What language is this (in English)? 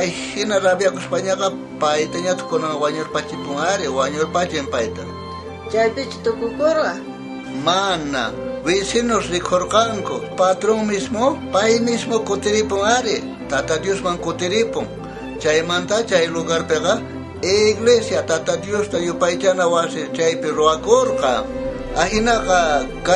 South Bolivian Quechua